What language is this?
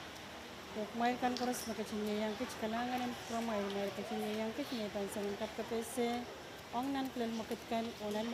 Pohnpeian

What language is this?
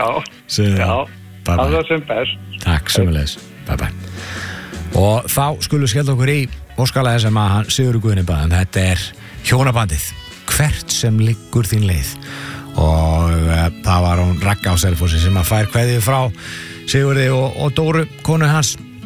Icelandic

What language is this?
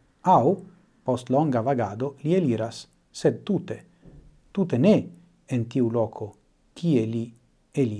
Esperanto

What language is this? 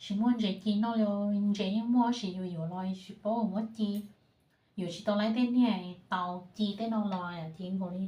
Hmong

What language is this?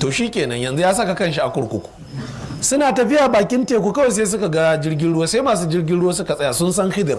Hausa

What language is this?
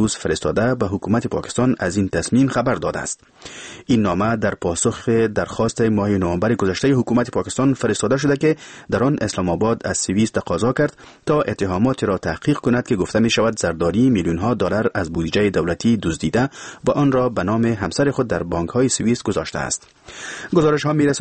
Persian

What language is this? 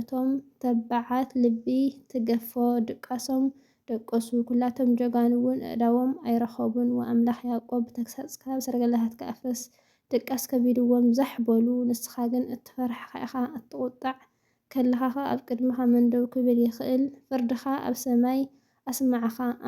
Tigrinya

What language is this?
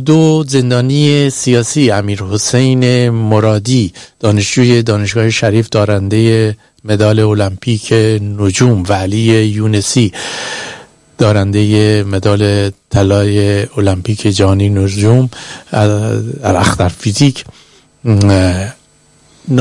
Persian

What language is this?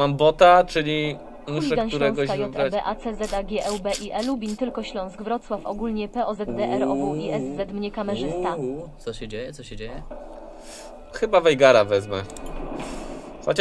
Polish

